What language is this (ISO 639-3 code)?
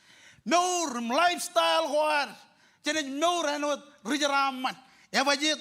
mah